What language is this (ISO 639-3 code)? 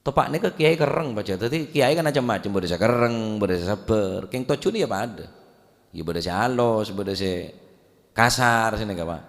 mad